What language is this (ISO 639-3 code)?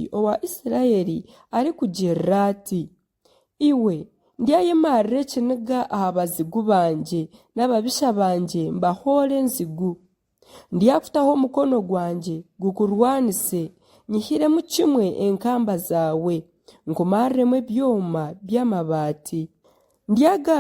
nyn